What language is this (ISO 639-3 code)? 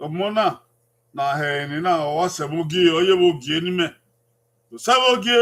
bin